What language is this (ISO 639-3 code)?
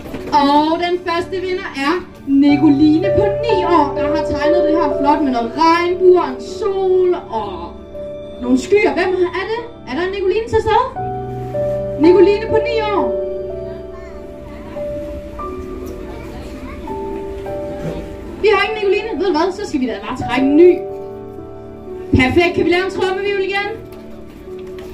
dan